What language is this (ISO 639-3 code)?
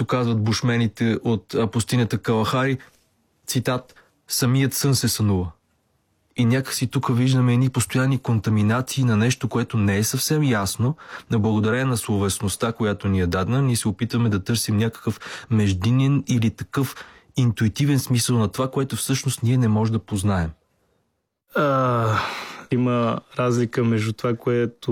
bul